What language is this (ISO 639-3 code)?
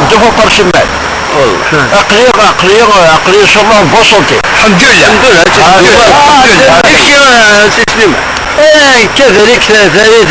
kab